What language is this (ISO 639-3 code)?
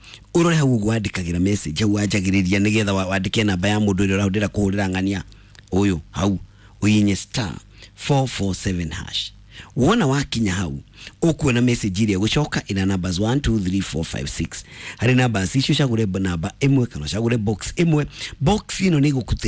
kik